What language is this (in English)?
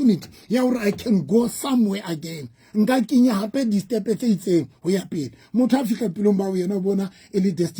Southern Sotho